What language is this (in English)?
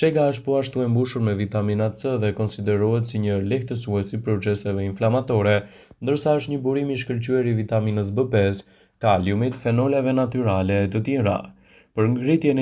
Albanian